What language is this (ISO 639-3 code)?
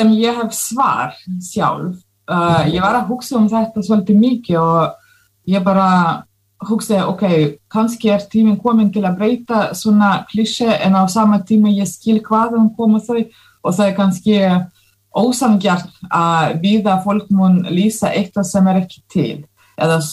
isl